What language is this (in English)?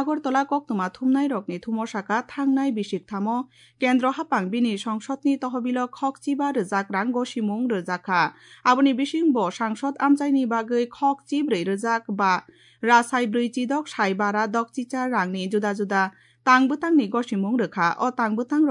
Kok Borok